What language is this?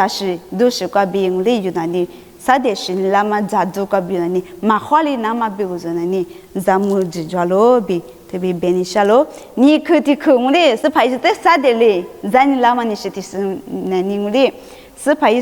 Lisu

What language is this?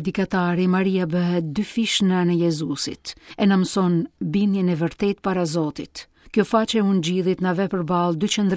Albanian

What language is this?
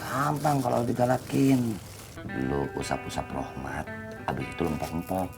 Betawi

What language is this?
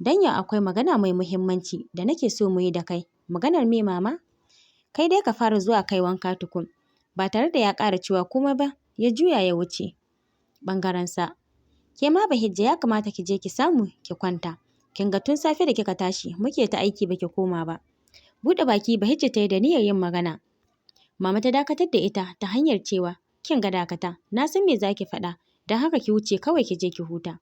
Hausa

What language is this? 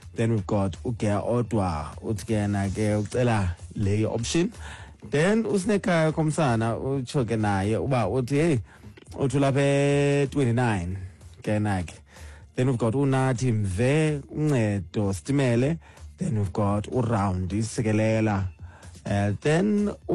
Xhosa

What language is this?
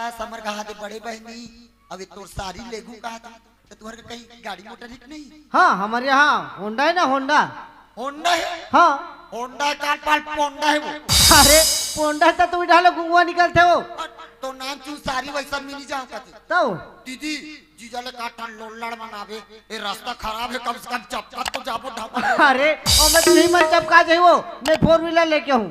Chhattisgarhi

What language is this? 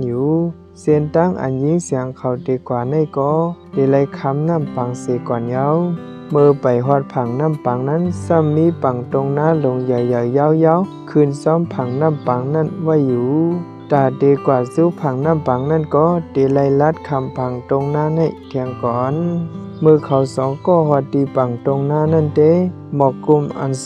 Shan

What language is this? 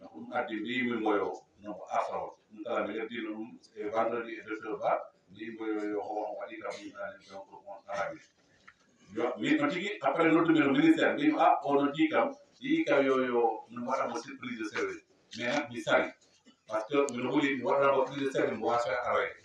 Fula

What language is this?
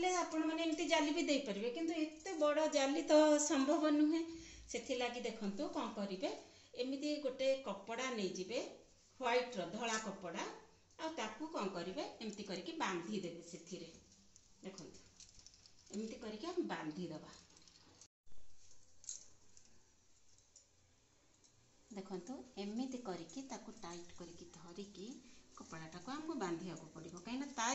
Odia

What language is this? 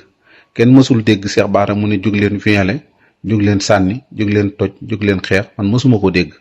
Wolof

